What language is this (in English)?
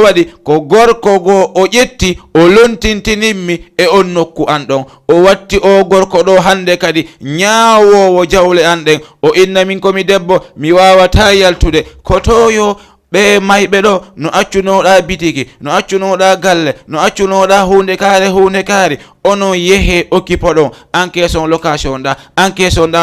Fula